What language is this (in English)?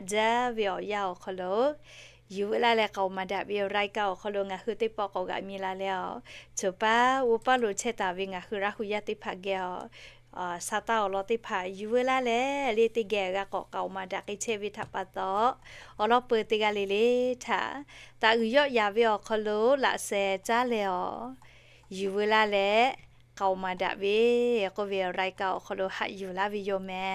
Lahu